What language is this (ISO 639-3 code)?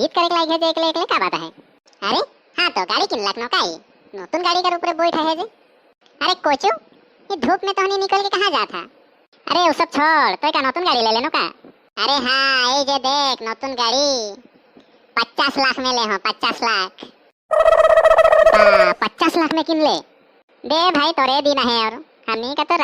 sck